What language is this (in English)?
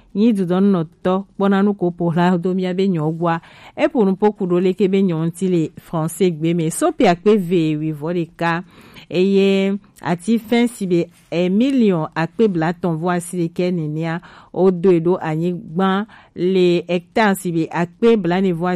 Gen